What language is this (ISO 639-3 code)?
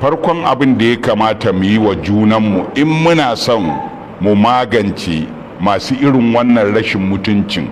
hau